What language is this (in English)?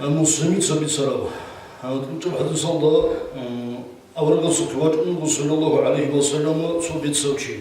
Avaric